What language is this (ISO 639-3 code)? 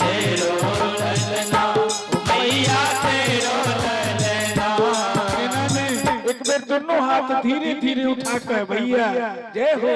mai